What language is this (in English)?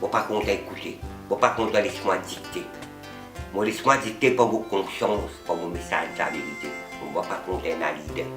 Morisyen